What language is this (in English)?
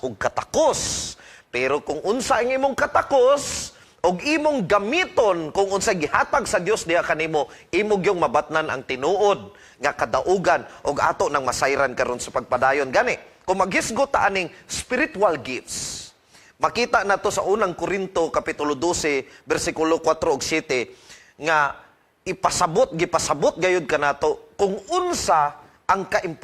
Cebuano